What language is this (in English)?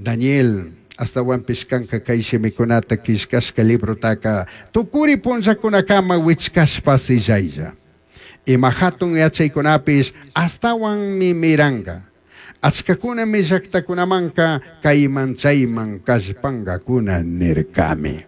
Chimborazo Highland Quichua